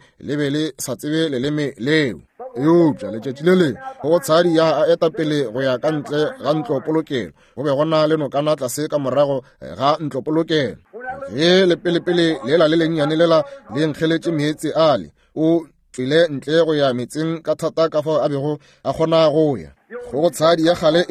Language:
Northern Sotho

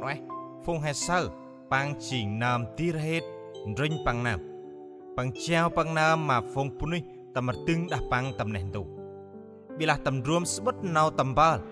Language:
Central Mnong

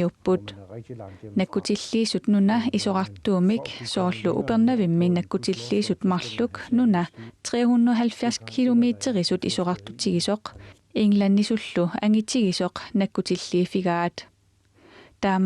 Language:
Kalaallisut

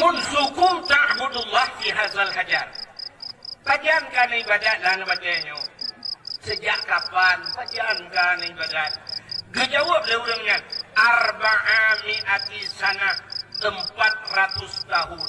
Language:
Achinese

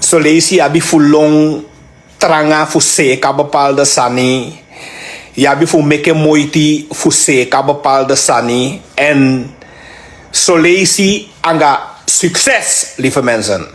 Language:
Sranan Tongo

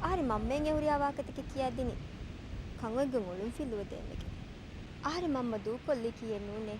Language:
Divehi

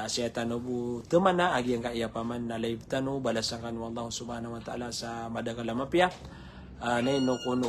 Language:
Maranao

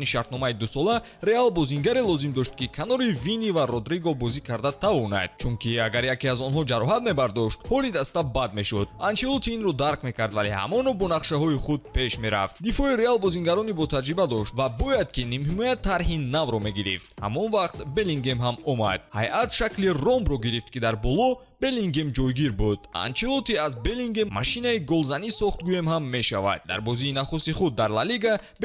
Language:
Tajik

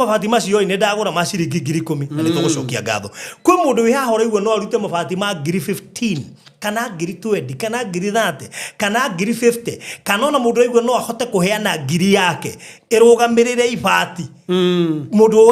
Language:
Kikuyu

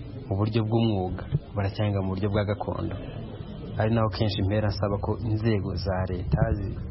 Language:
Kinyarwanda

